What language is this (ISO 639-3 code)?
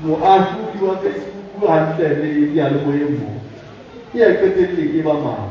sot